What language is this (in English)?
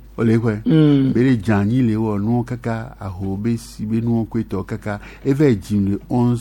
Gen